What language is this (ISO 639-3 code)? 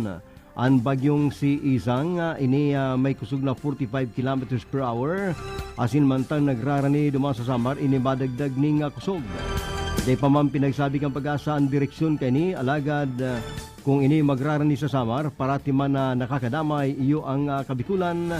bik